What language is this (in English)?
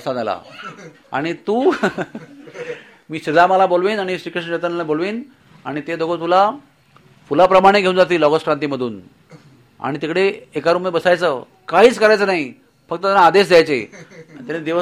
Marathi